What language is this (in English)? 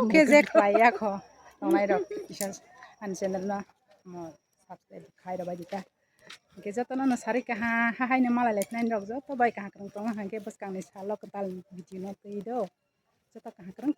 Kok Borok